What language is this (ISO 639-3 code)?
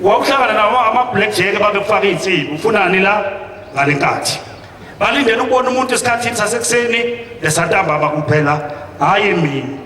zul